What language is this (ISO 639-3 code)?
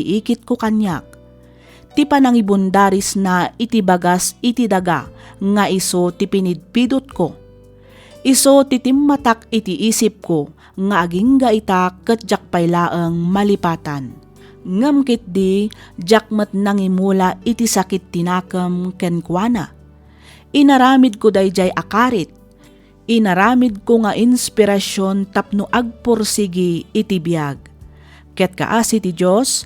ilo